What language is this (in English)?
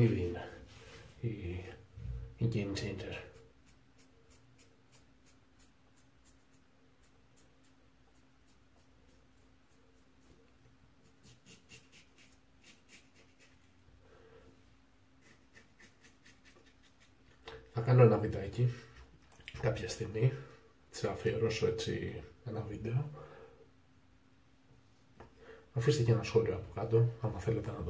Greek